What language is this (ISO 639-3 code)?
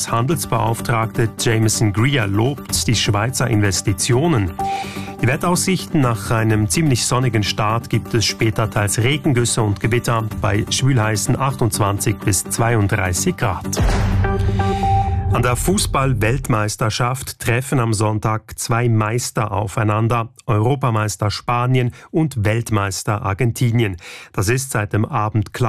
deu